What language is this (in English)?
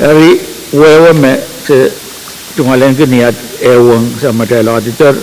Pohnpeian